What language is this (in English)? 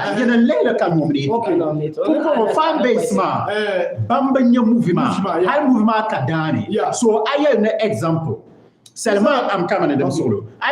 Dagbani